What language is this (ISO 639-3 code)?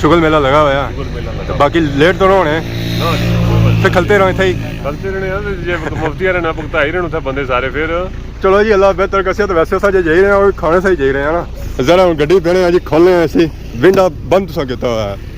phr